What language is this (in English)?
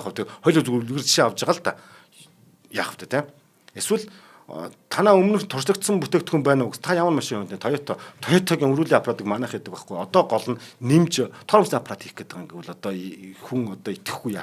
Mongolian